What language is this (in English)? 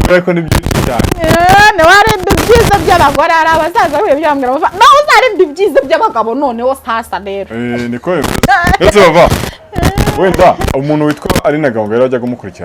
Kinyarwanda